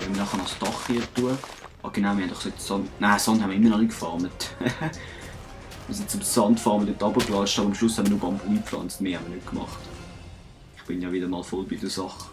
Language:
Swiss German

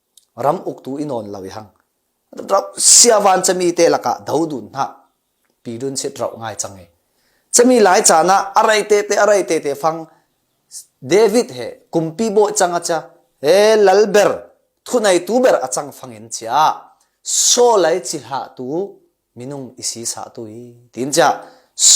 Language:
Falam Chin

